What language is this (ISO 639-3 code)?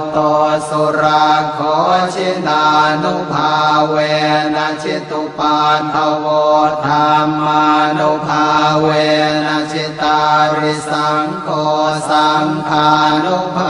pli